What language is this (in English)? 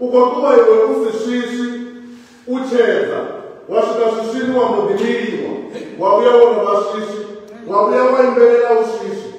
Venda